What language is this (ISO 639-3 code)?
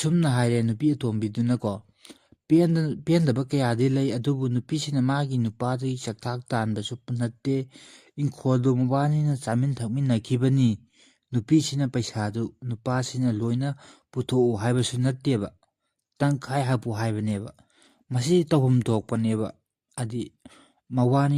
mni